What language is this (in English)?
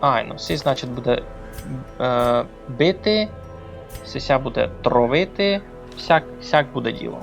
Rusyn